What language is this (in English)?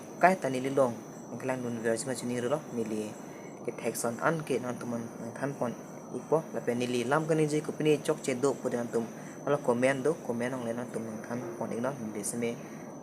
Karbi